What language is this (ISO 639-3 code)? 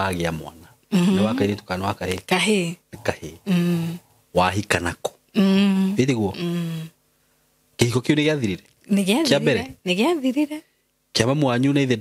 kik